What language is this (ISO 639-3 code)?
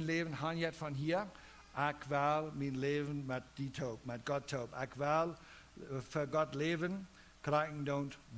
pdt